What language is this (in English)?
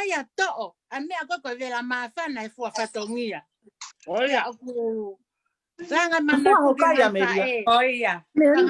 Tongan